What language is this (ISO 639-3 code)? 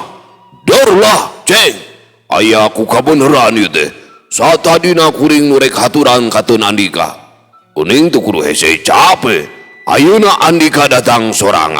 sun